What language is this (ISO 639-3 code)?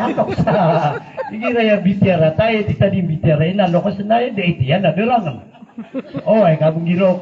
mrw